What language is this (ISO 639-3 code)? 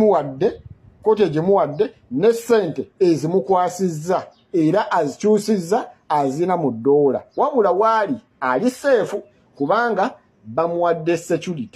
lug